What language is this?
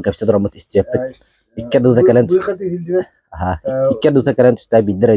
Yakut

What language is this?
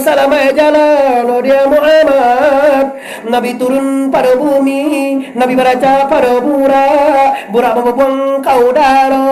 Minangkabau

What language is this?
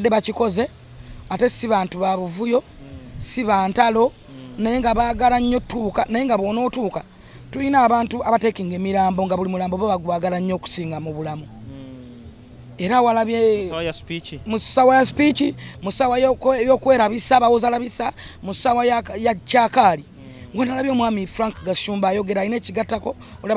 Ganda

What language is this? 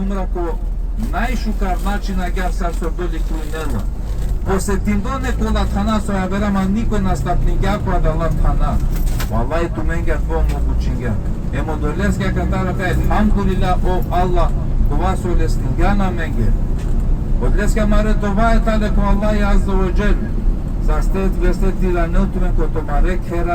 Balkan Romani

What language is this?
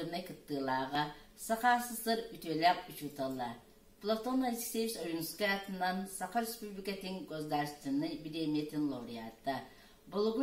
Yakut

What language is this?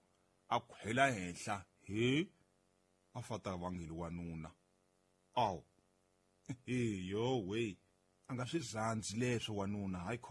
Tsonga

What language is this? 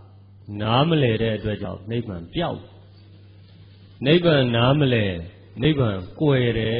Burmese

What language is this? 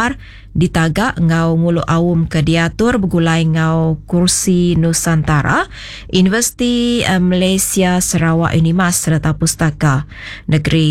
Iban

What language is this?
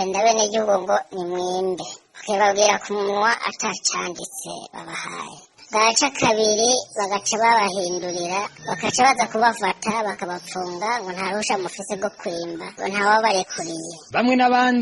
Rundi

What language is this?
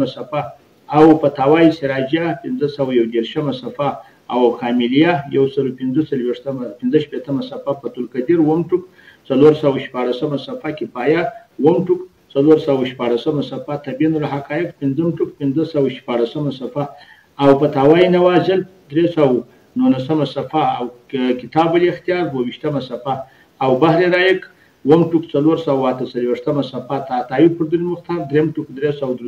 Pashto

